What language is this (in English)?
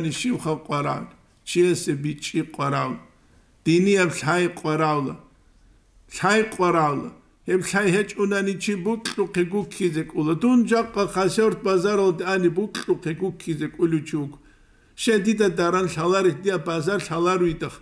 Avaric